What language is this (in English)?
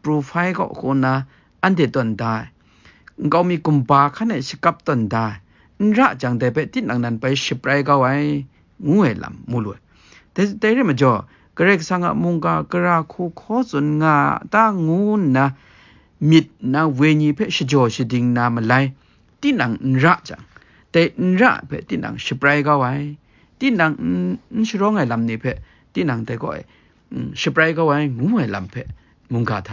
Kachin